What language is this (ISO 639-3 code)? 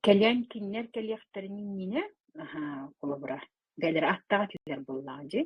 sah